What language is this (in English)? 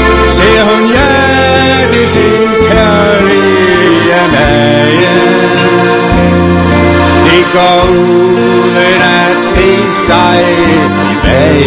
Danish